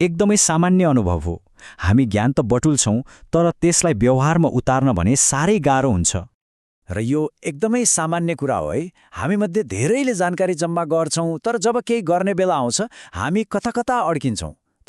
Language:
Nepali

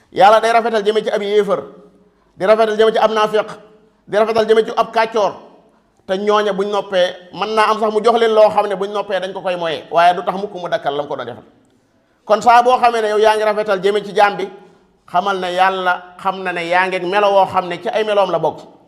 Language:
Wolof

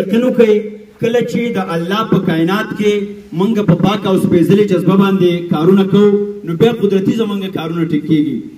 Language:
Pashto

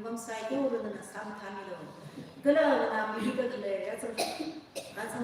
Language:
Tangkhul Naga (India)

